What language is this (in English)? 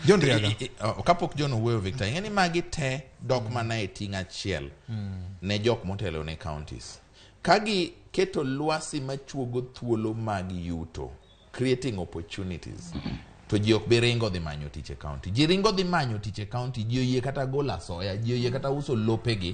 Luo (Kenya and Tanzania)